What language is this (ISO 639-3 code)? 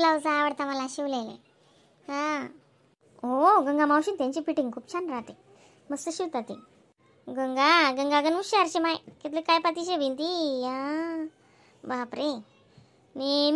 khn